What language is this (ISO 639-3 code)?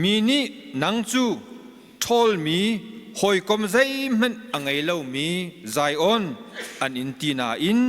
cnh